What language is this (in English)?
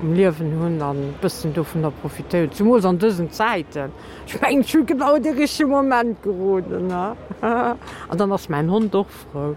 Luxembourgish